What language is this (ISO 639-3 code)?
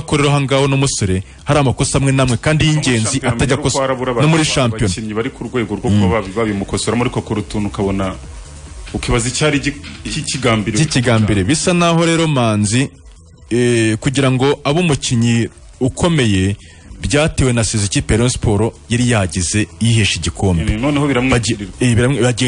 kin